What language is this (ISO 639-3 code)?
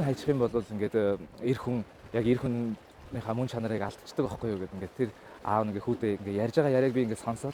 mon